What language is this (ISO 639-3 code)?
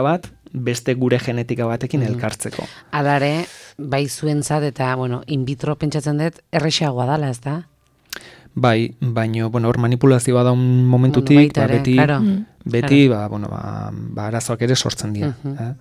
eus